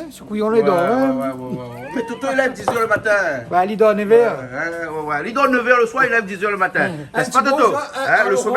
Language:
Réunion Creole French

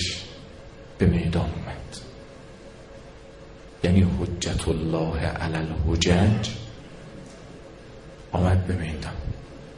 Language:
Persian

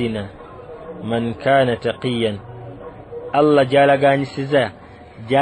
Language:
Ganda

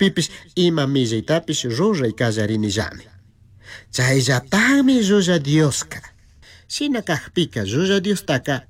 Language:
Chimborazo Highland Quichua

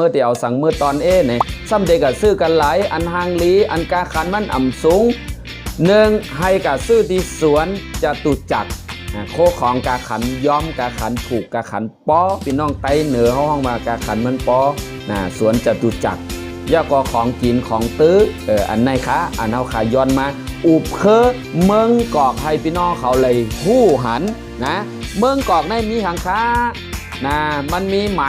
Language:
Shan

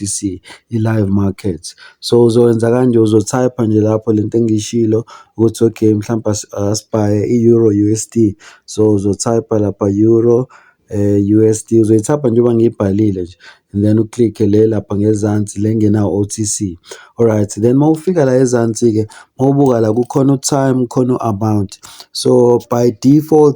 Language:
Zulu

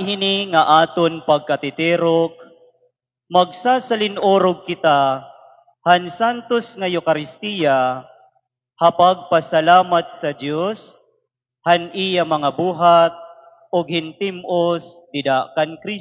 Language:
Waray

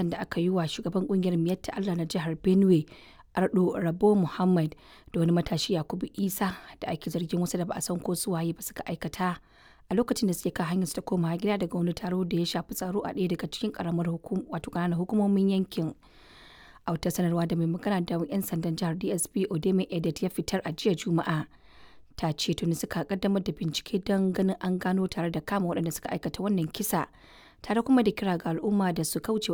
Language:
Hausa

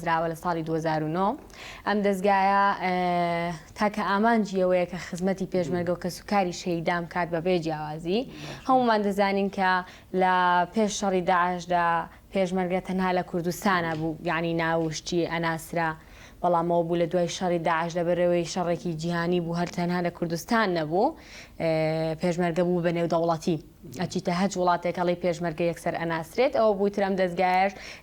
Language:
Central Kurdish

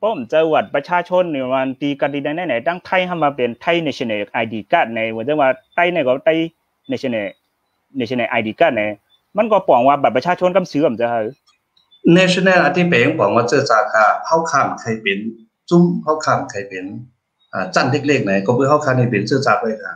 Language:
Shan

